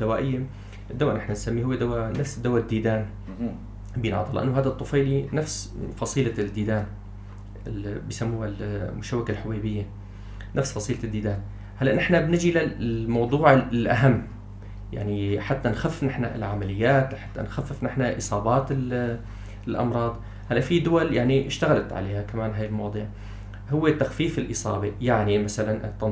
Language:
North Levantine Arabic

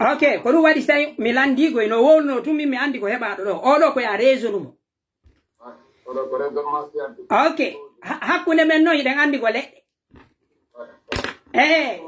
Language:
Pular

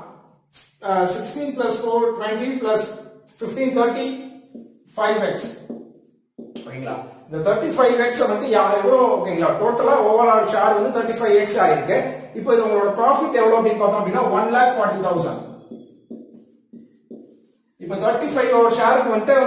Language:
Tamil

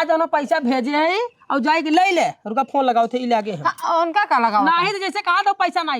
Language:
Awadhi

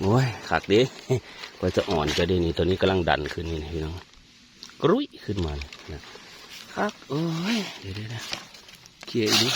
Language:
Northeastern Thai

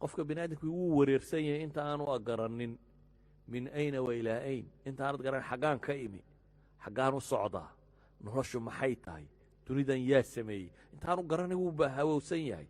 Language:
Somali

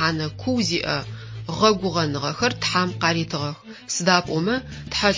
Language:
Adyghe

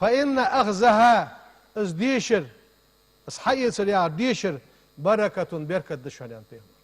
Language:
Ingush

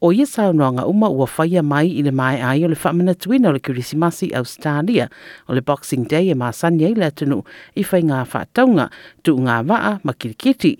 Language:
Samoan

